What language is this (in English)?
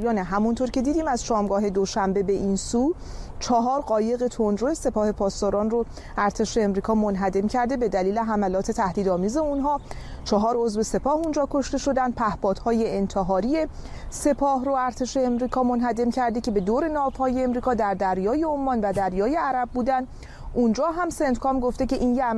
Persian